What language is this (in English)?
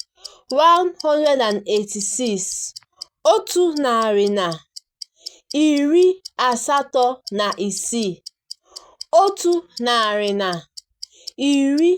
Igbo